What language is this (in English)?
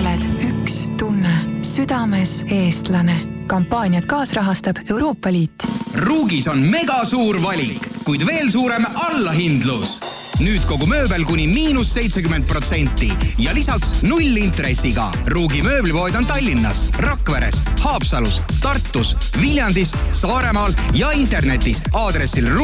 Estonian